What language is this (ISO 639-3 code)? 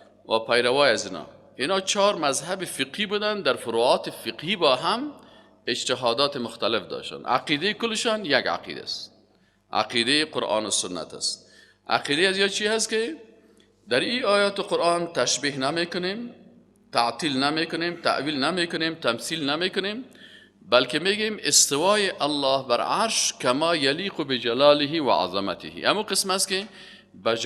fas